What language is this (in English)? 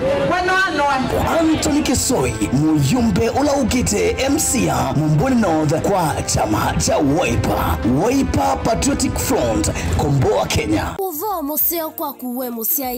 Kamba